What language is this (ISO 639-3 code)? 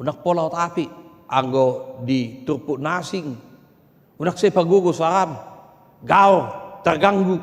bbc